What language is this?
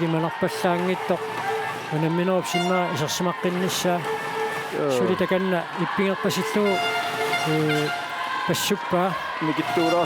Kalaallisut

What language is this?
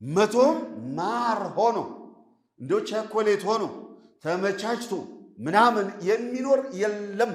Amharic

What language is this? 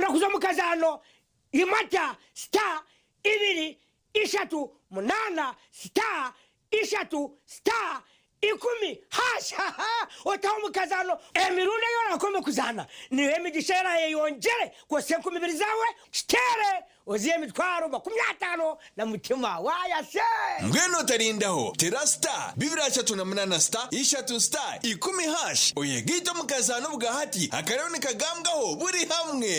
Nyankole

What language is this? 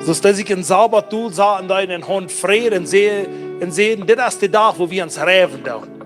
Plautdietsch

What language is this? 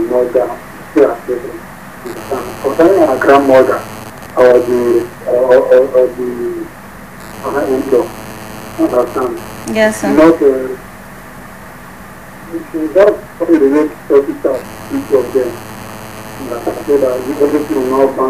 English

